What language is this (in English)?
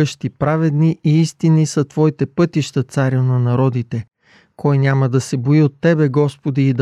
Bulgarian